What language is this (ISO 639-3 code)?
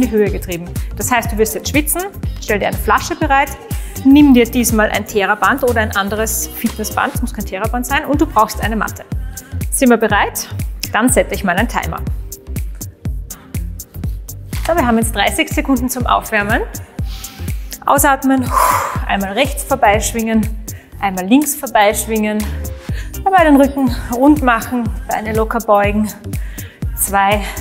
deu